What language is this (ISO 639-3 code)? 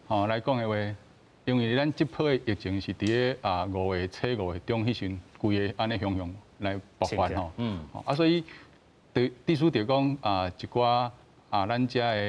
nan